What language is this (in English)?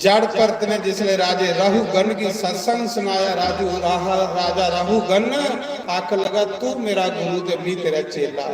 Dogri